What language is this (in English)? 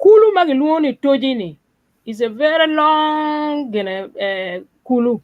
Acoli